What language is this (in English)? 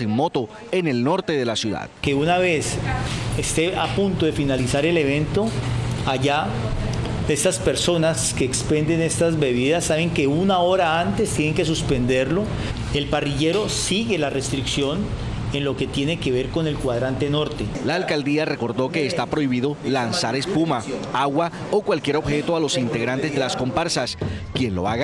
Spanish